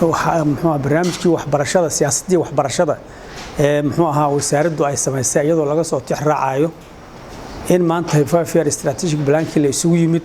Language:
Somali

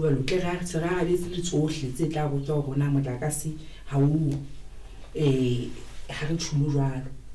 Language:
Southern Sotho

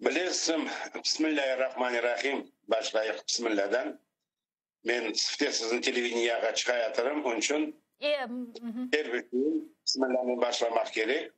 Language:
Crimean Tatar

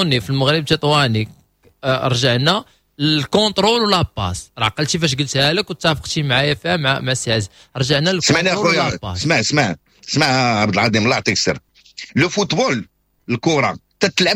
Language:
Moroccan Arabic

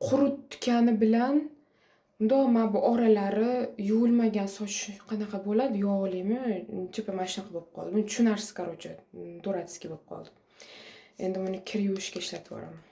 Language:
Uzbek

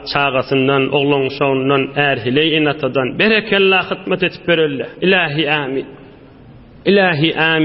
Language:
Turkmen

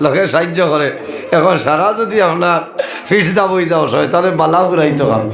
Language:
Sylheti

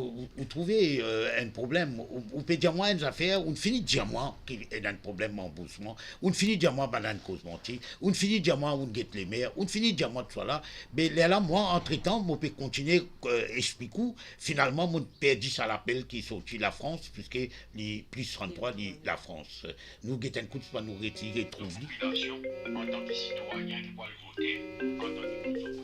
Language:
Morisyen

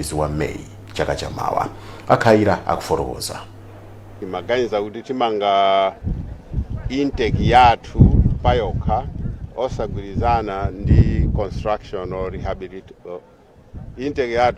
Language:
Nyanja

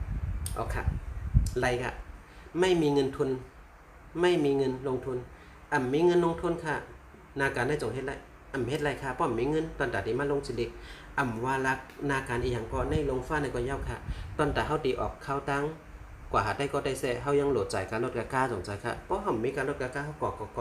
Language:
Shan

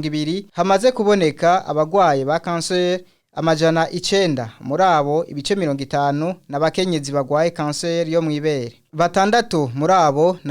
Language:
Rundi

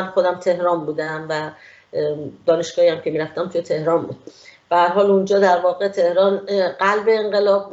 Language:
Persian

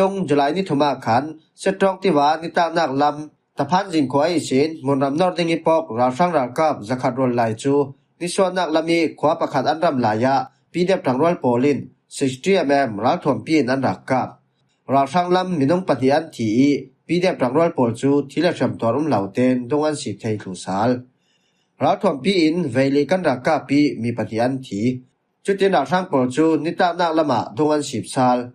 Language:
Falam Chin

